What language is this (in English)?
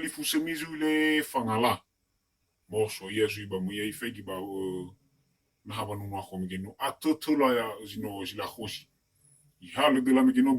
Nias